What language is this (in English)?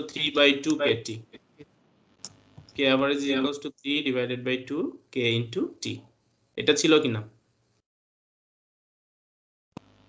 Bangla